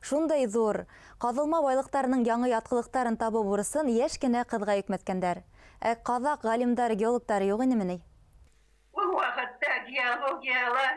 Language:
Bashkir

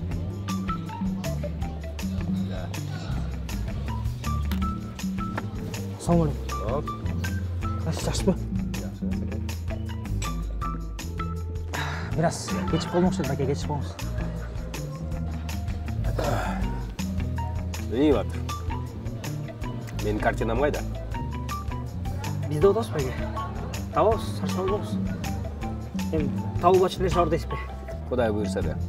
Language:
Kyrgyz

